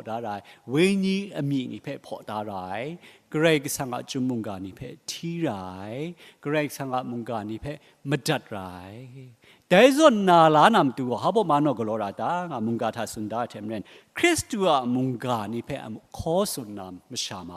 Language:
Kachin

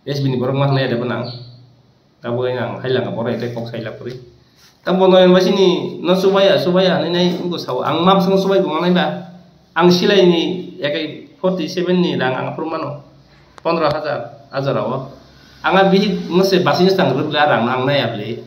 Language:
Kok Borok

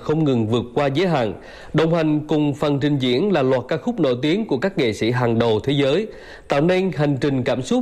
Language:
Vietnamese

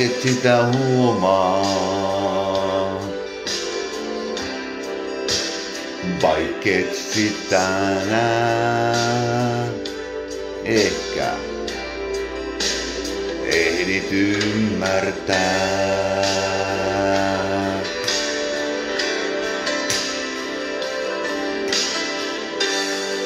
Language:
Finnish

